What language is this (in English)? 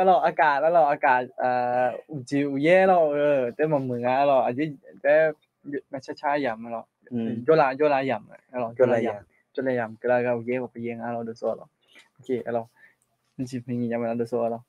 Akha